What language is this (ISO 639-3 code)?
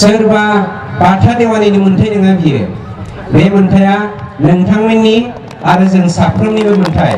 brx